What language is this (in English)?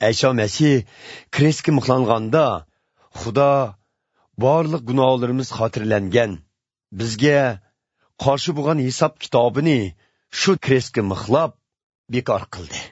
Uyghur